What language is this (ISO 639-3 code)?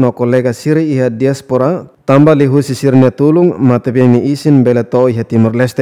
tet